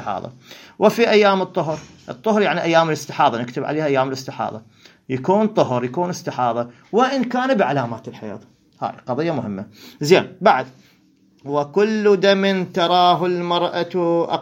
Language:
Mesopotamian Arabic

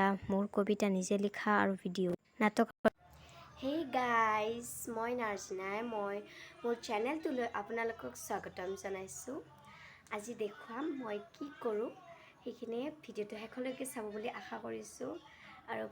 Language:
Assamese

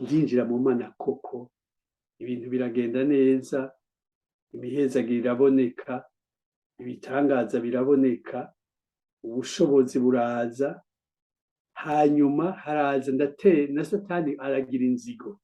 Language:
Rundi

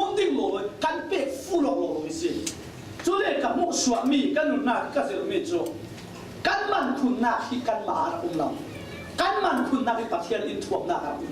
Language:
Falam Chin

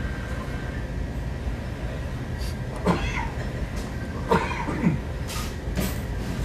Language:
Filipino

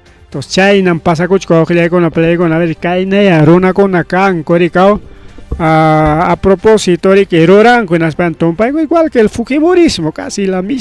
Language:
Ayacucho Quechua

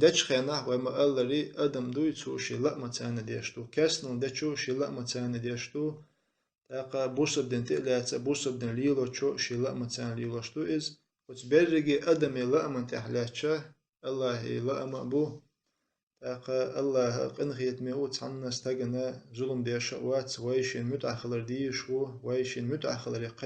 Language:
Chechen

